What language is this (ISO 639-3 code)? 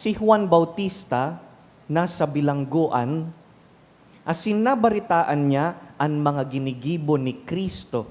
bik